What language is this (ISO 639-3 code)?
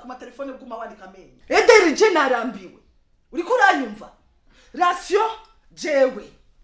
run